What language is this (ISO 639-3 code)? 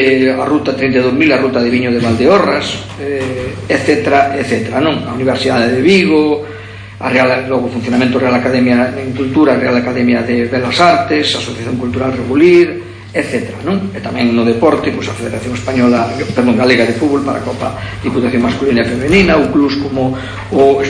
glg